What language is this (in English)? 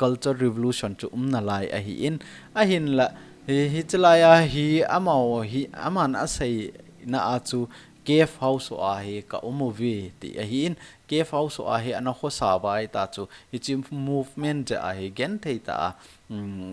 Thado Chin